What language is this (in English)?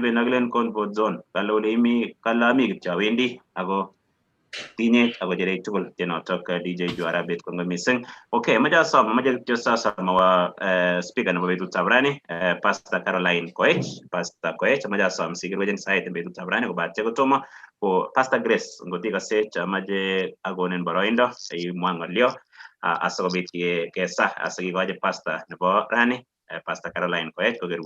Kalenjin